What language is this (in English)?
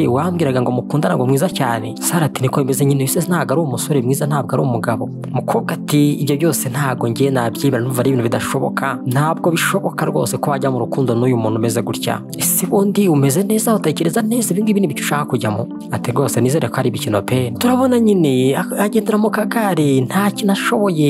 Kinyarwanda